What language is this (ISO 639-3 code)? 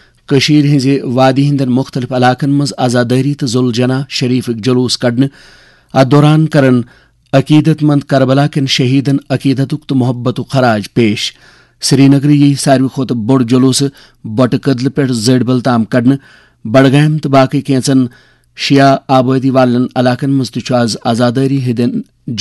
kas